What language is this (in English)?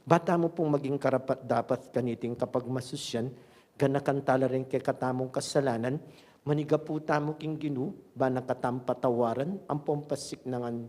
Pampanga